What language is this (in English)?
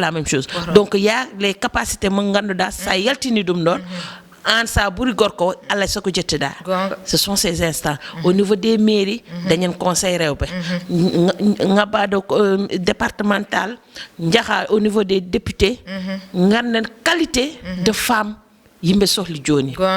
Fula